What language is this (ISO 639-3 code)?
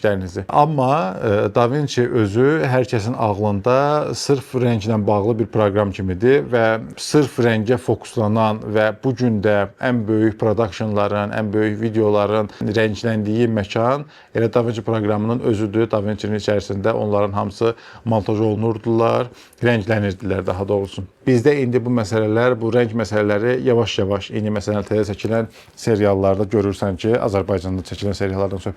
aze